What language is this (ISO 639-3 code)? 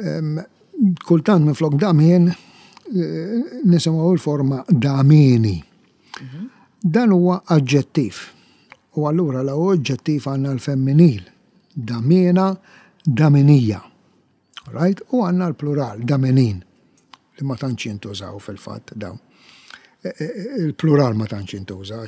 mlt